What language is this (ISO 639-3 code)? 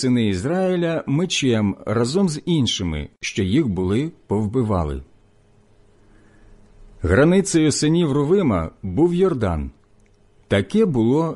ukr